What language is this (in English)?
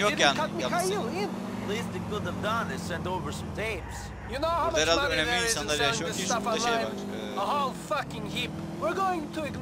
Turkish